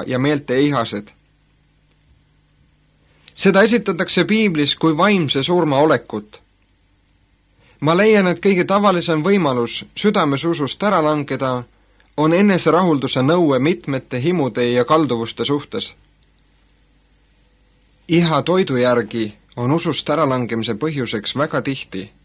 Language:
Estonian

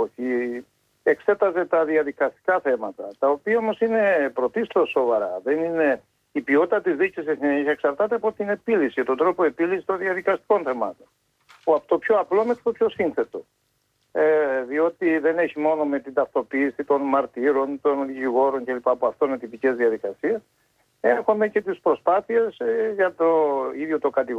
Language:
Greek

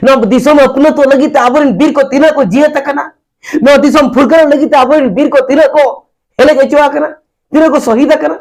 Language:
Santali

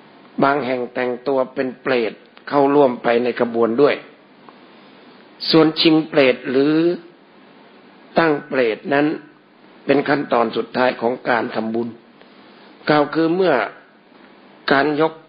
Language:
Thai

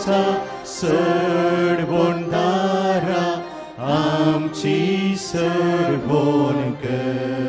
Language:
Konkani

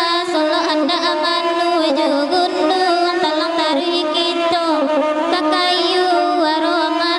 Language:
Minangkabau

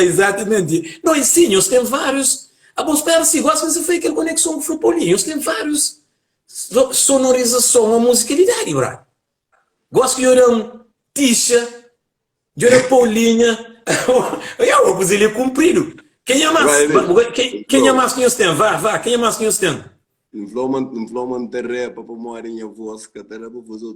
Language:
Kabuverdianu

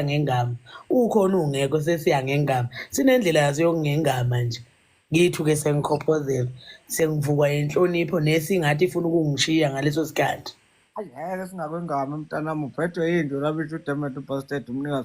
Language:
Zulu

